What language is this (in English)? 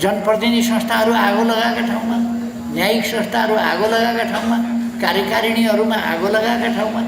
Nepali